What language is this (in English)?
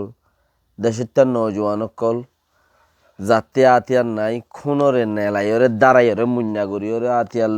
Rohingya